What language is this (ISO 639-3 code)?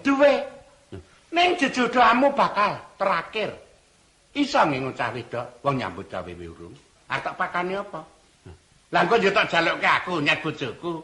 jav